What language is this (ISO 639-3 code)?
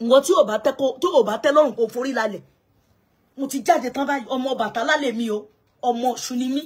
yor